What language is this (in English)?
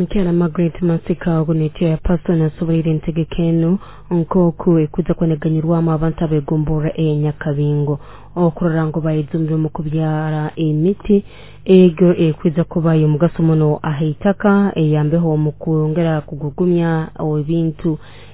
Nyoro